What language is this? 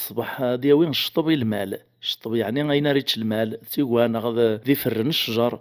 Kabyle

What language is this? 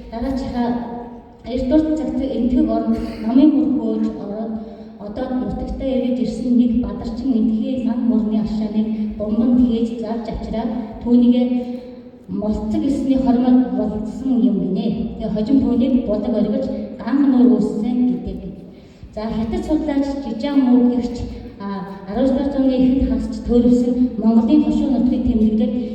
Mongolian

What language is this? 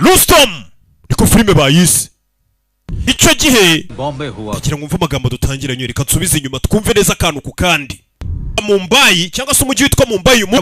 Kinyarwanda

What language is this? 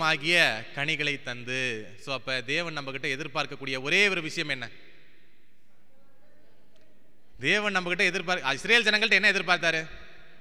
Tamil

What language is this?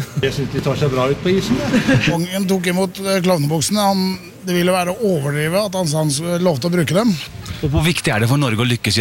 Norwegian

